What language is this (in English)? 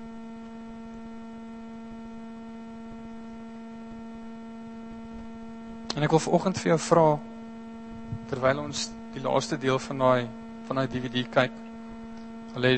Afrikaans